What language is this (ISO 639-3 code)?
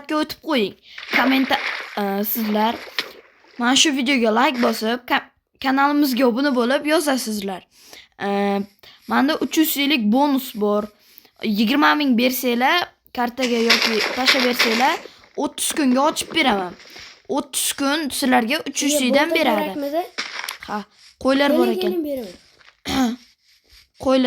uzb